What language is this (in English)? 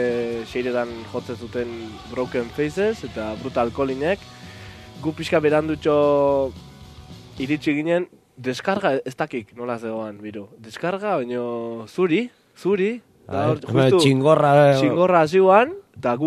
Basque